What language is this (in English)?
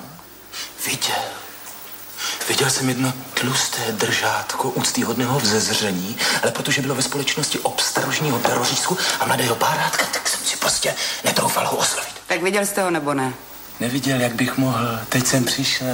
Czech